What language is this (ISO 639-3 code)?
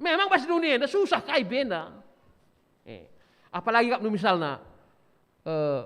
btx